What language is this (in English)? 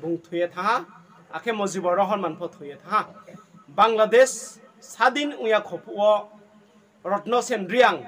Riang (India)